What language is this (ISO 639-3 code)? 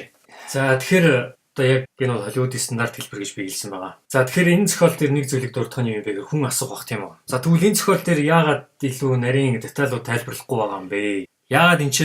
mon